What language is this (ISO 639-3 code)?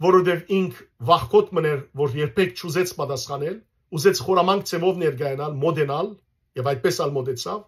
hyw